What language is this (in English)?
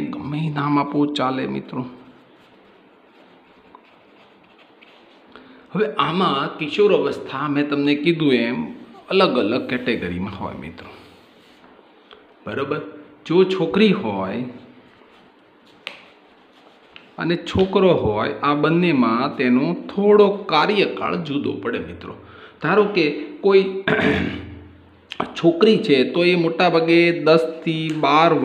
Gujarati